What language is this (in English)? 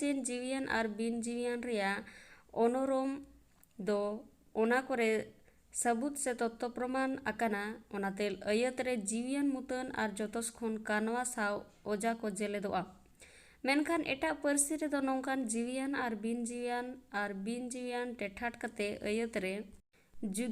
Santali